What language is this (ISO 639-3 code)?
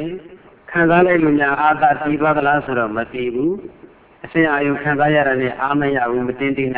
mya